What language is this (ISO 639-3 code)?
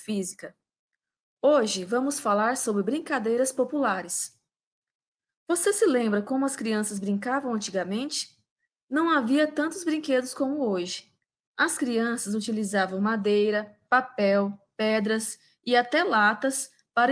por